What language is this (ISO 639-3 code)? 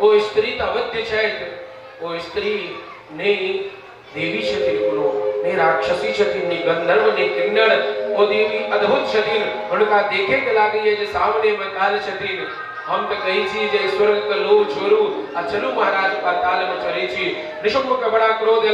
mai